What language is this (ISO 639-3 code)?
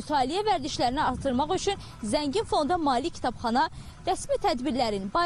aze